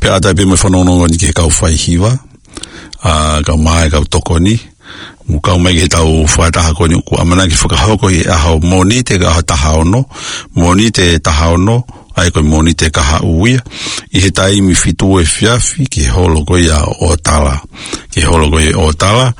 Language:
Tongan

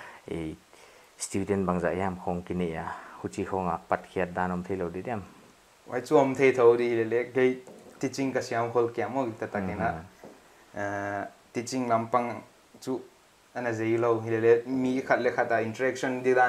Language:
Paite Chin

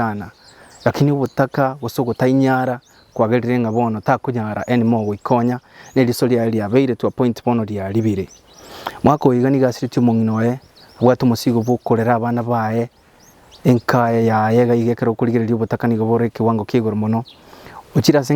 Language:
Gusii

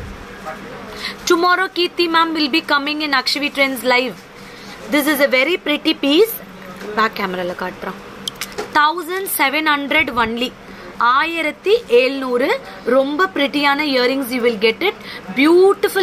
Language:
Tamil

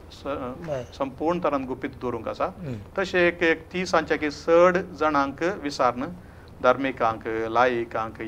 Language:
Konkani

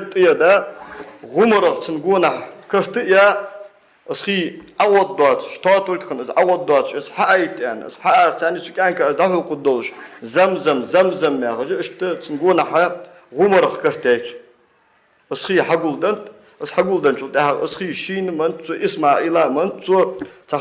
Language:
Ingush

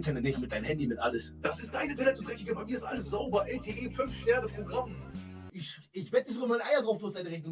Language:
German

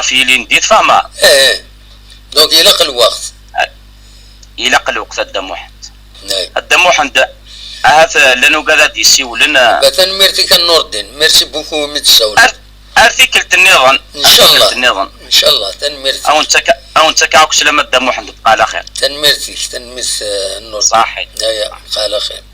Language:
Kabyle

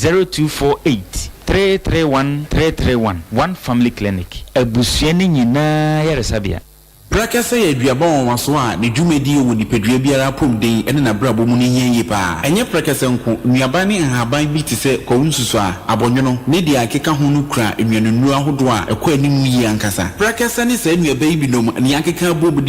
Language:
Akan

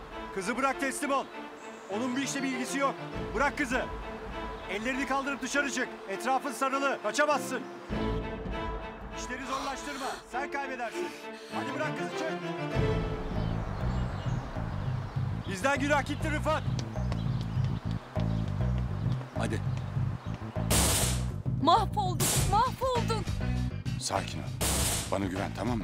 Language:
Turkish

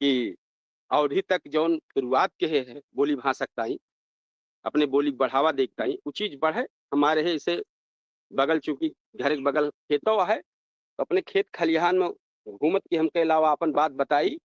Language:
Awadhi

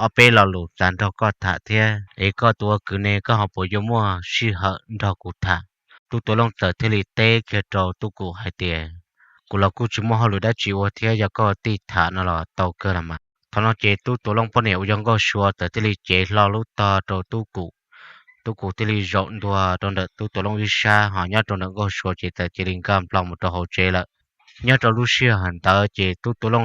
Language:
Hmong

